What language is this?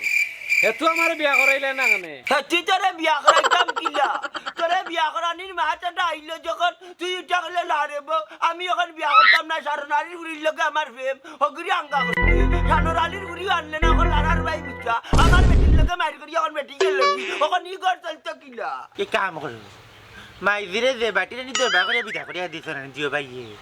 Sylheti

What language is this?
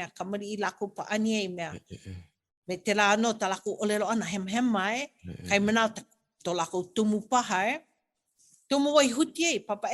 Hawaiian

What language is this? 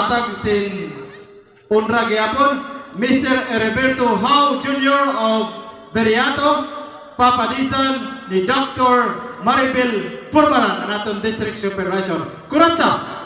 Waray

